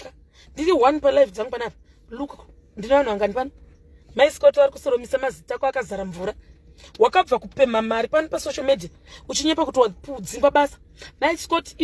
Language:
Shona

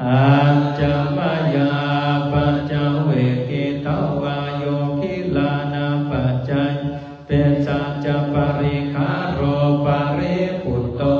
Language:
Pali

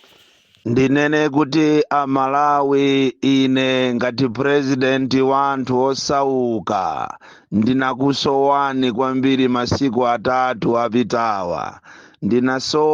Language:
Nyanja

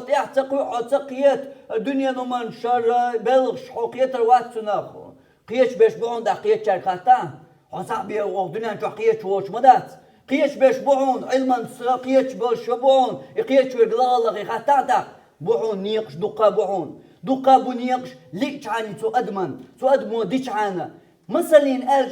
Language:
Chechen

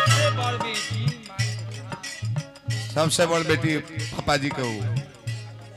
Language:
Bhojpuri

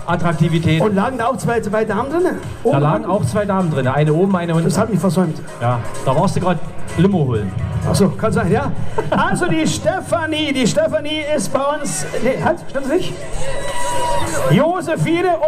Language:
German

